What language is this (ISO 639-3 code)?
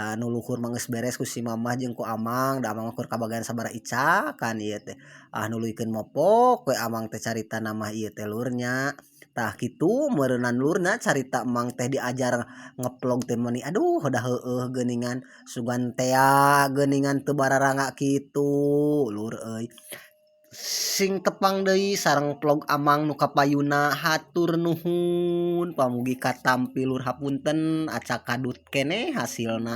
sun